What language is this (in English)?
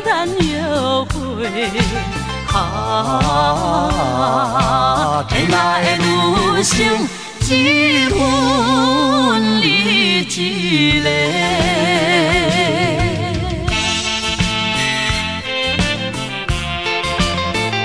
Min Nan Chinese